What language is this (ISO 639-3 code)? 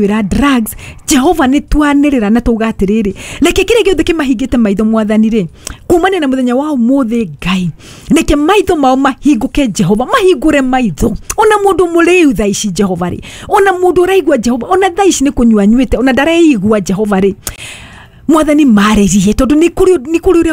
kik